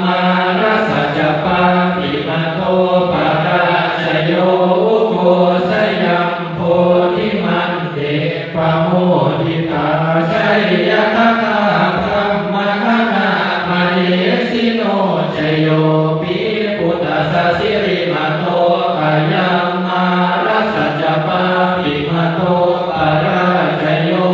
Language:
Pali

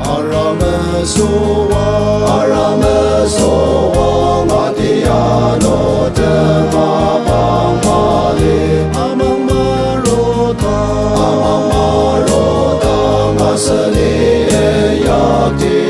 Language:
Ao Naga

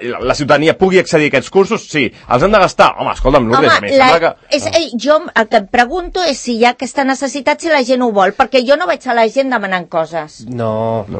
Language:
Catalan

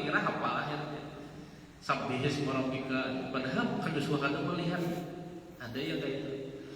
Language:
Banjar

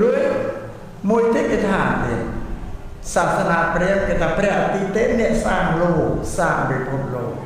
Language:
Khmer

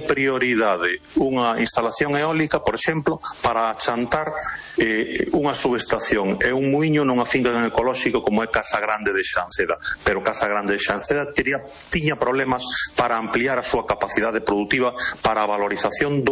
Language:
Galician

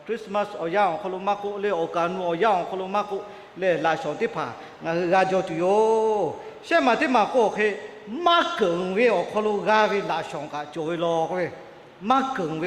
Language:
Lahu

